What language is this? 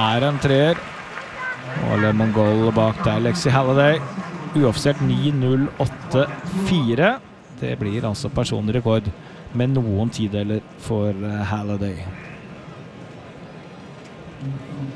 Norwegian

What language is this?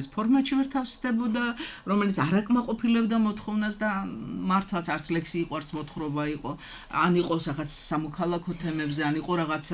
Georgian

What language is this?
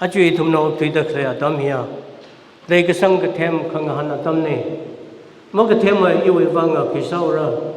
Tangkhul Naga (India)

